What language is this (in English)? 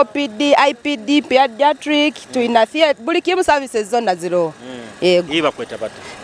Nyoro